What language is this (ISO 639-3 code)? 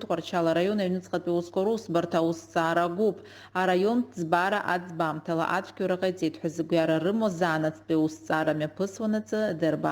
abk